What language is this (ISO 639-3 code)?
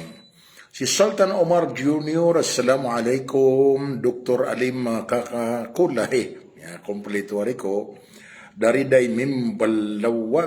mrw